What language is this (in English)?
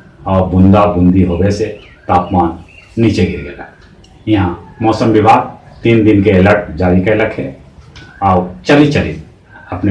Magahi